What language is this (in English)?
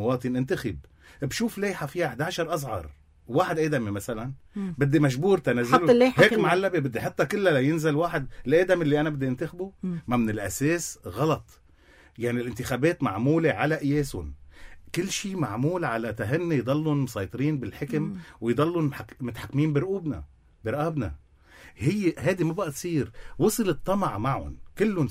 North Levantine Arabic